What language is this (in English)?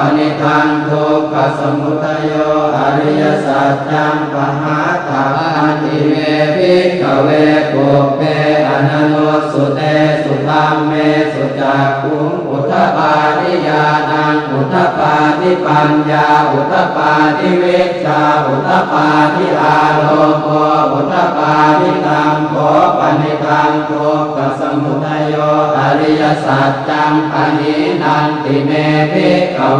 Pali